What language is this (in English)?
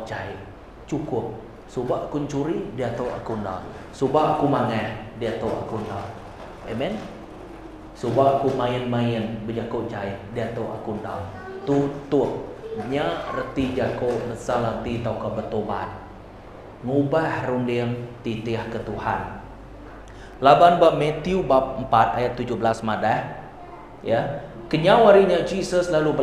Iban